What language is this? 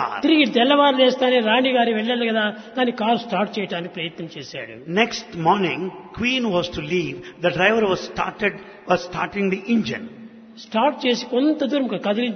Telugu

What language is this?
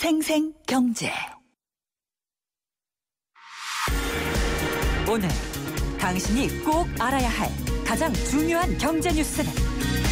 Korean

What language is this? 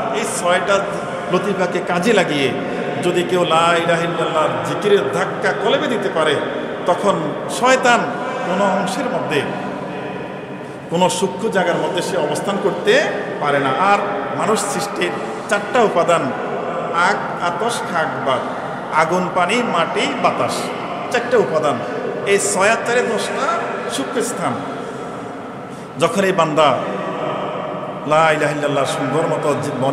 Bangla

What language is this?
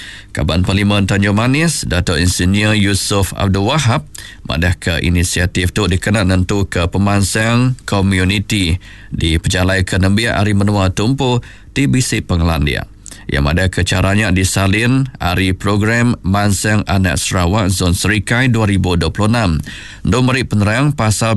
Iban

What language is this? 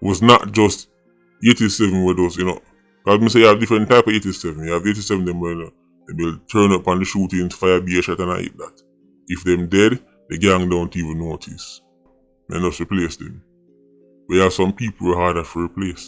Jamaican Creole English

